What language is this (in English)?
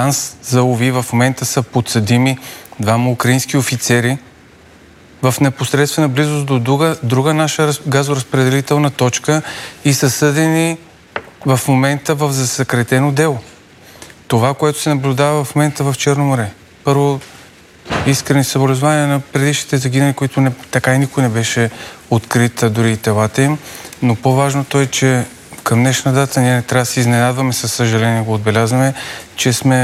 Bulgarian